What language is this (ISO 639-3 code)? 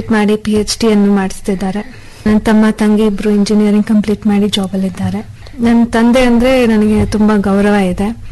kan